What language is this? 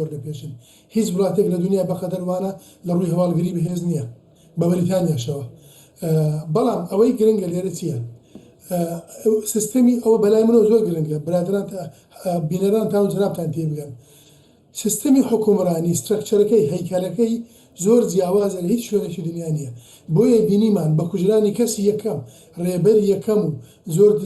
Central Kurdish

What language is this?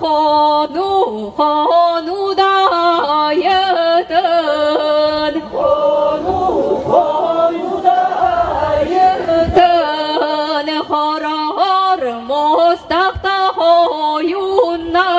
Yakut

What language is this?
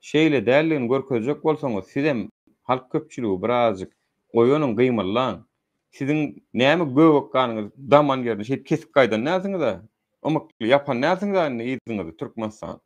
Turkmen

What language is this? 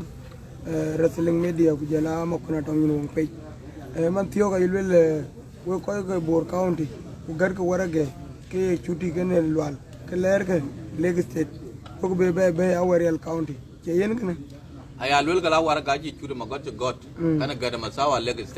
Dinka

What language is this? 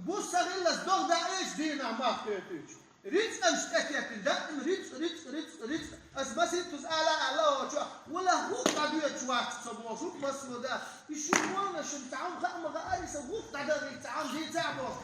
Chechen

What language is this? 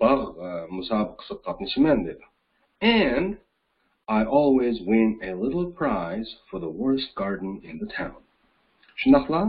Uyghur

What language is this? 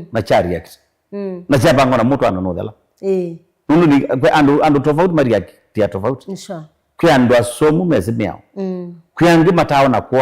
Kamba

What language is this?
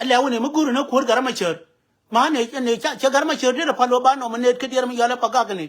Nuer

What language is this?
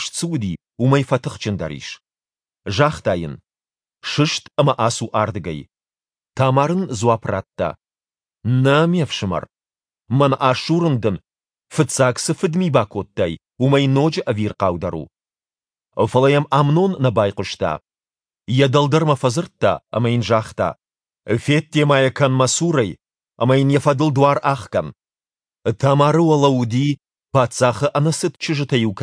Ossetic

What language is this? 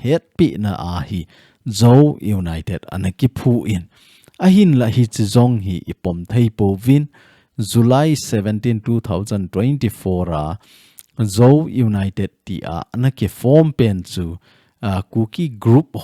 Thado Chin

